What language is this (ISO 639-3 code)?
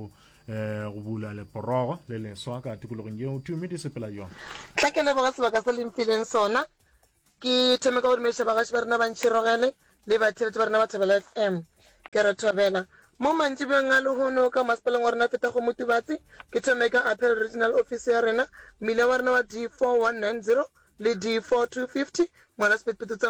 nso